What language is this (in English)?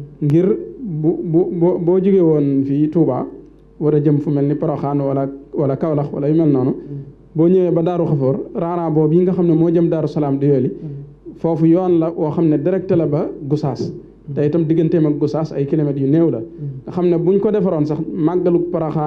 Wolof